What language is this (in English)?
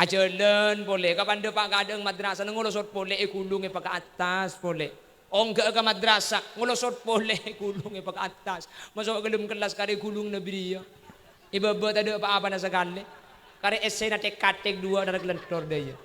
Madurese